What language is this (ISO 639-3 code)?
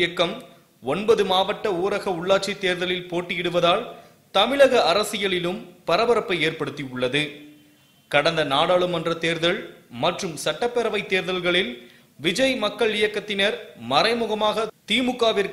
tam